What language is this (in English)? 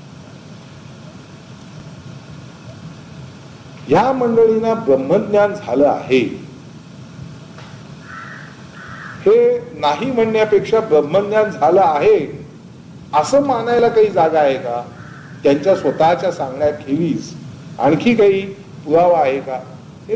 Marathi